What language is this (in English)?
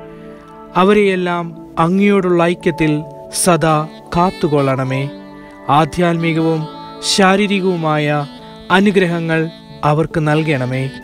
Malayalam